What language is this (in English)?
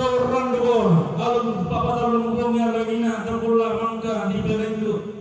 Toraja-Sa'dan